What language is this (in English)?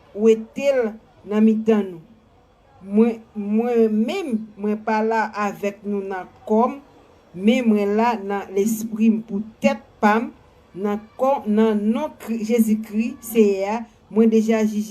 Haitian Creole